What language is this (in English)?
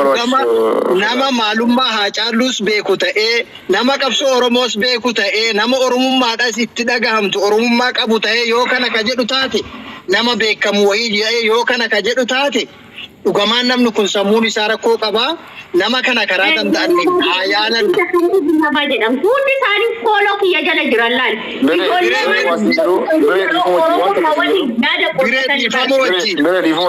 Oromo